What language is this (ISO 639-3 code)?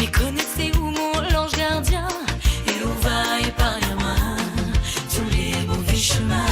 mfe